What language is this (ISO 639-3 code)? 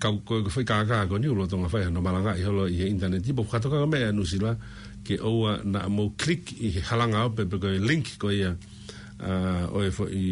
ton